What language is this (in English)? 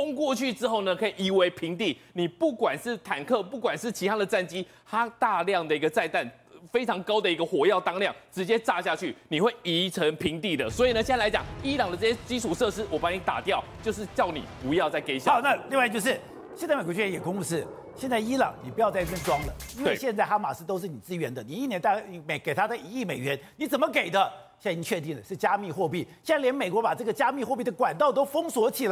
Chinese